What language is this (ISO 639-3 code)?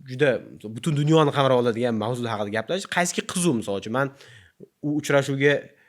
uzb